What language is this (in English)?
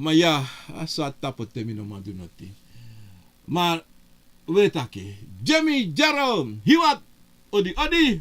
Sranan Tongo